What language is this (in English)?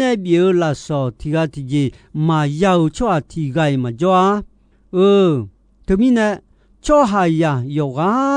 Akha